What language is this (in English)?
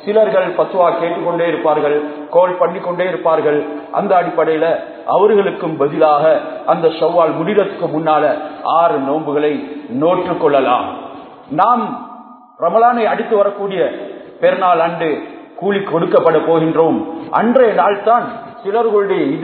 Tamil